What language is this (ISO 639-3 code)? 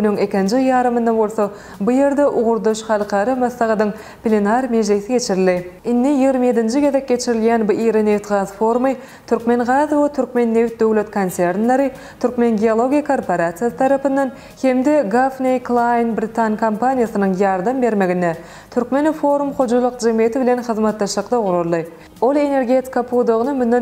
tuk